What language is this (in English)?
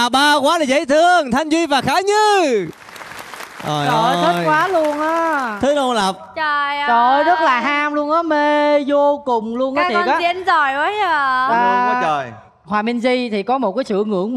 Vietnamese